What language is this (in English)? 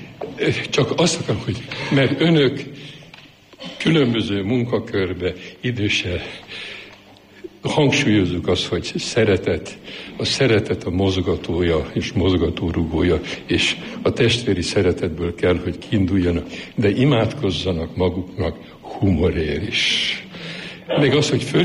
Hungarian